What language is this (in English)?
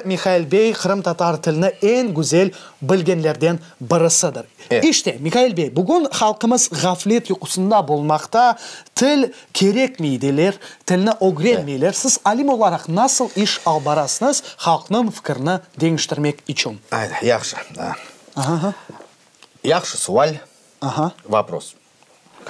Crimean Tatar